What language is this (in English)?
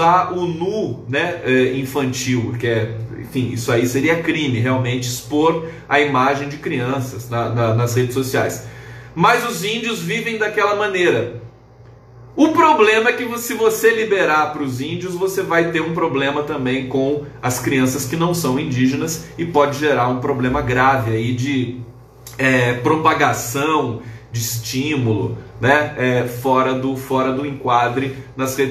Portuguese